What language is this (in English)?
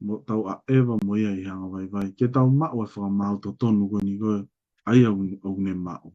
Tongan